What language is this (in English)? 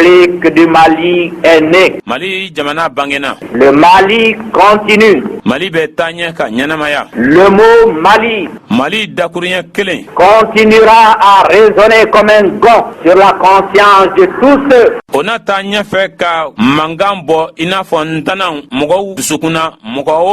Bambara